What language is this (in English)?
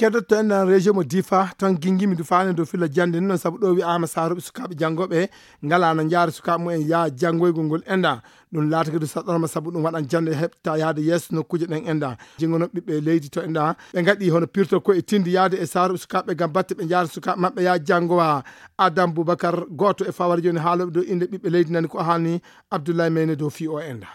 Fula